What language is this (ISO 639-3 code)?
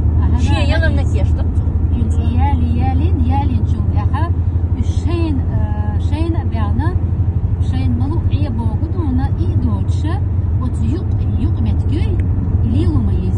che